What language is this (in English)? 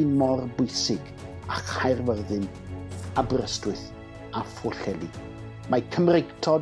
Welsh